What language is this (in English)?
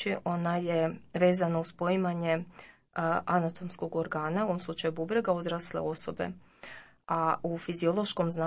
Croatian